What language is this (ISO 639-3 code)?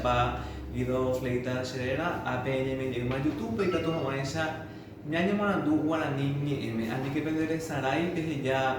grn